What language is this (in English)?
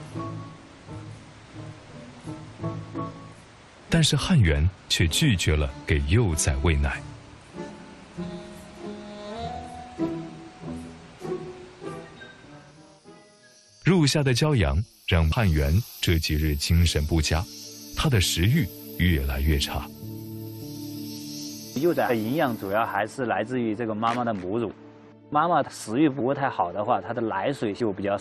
Chinese